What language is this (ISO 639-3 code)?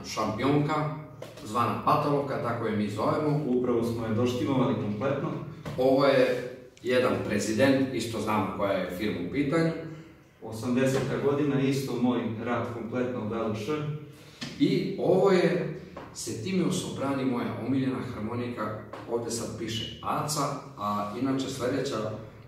srp